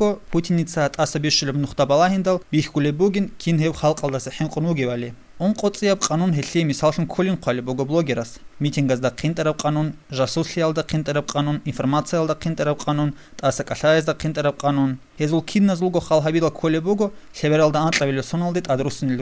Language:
Avaric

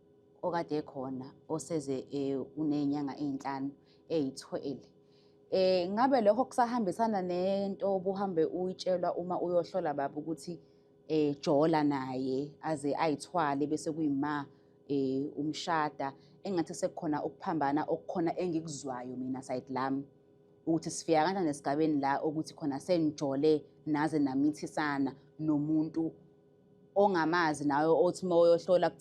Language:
Zulu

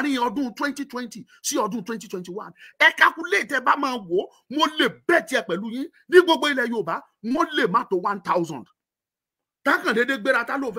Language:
Yoruba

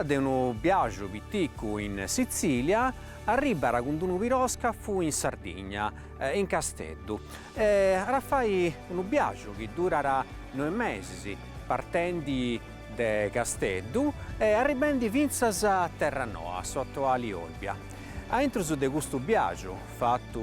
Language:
Sardinian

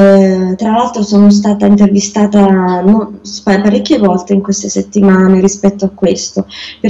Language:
Italian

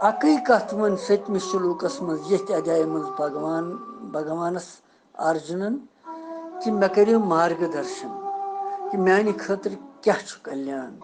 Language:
Kashmiri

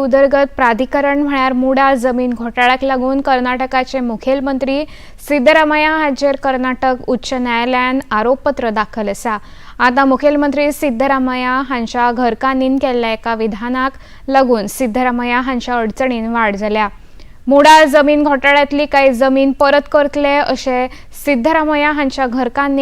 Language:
Konkani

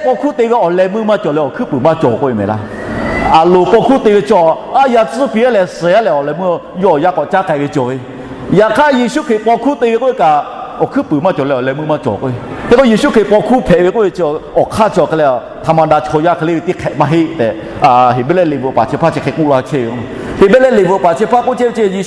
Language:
Lahu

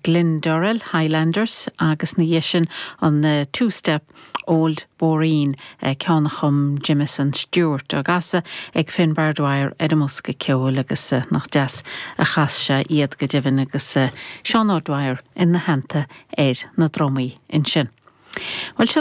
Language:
Irish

